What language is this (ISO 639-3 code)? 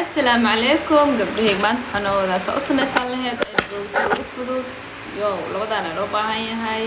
som